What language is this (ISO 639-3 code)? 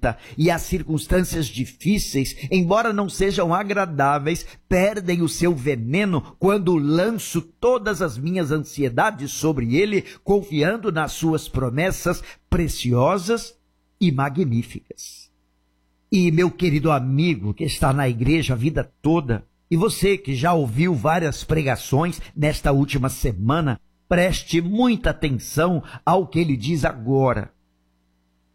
por